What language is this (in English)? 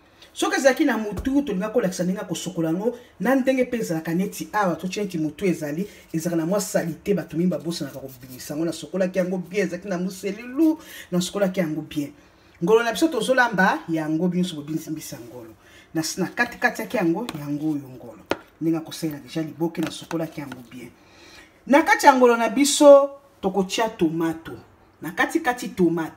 Lingala